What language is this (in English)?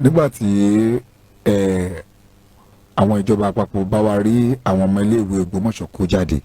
Yoruba